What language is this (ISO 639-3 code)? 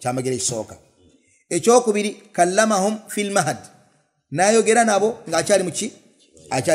lug